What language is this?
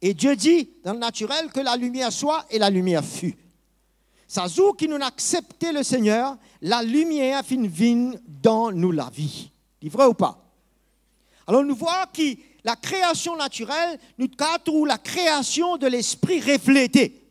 Morisyen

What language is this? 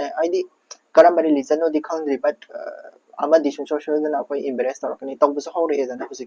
Manipuri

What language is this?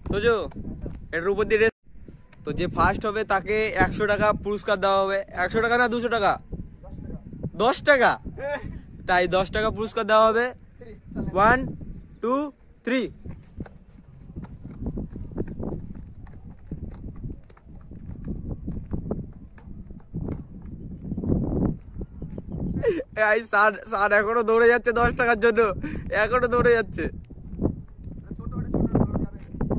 Bangla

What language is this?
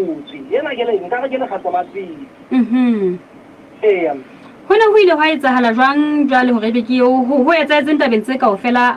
Southern Sotho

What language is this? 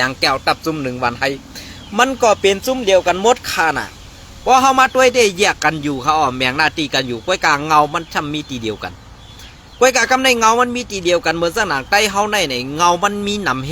Shan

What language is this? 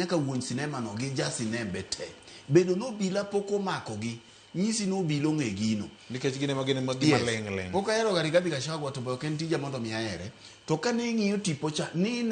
Luo (Kenya and Tanzania)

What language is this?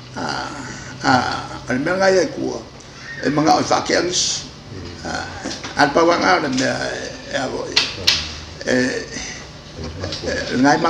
Samoan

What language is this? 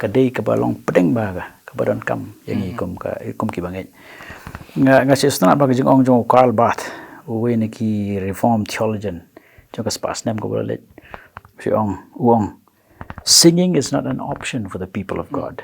Khasi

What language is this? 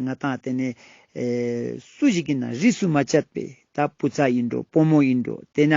Ladakhi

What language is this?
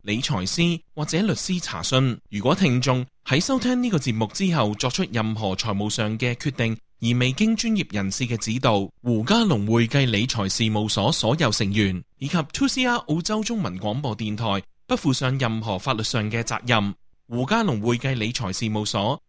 Cantonese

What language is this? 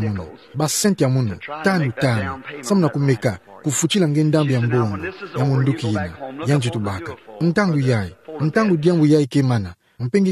Kituba (Democratic Republic of Congo)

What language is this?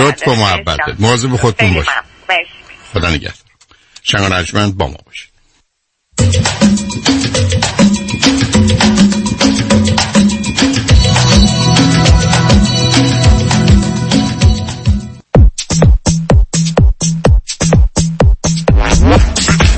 Persian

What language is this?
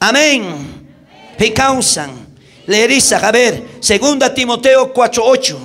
South Bolivian Quechua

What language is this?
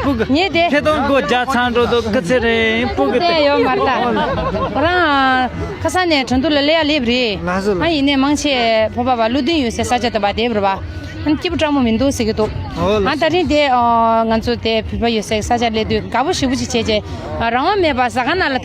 Tibetan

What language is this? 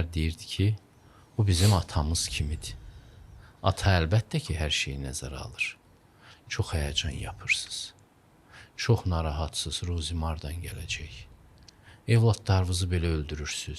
Azerbaijani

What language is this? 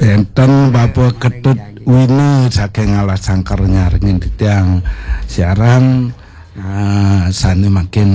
Balinese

